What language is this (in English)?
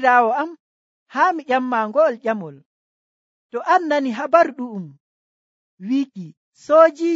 Nigerian Fulfulde